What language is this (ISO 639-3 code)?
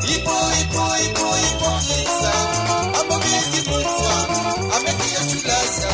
mfe